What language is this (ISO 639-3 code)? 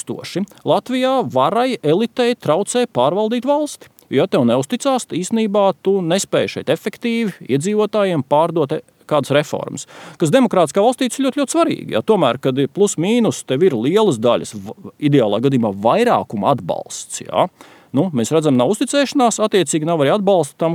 lav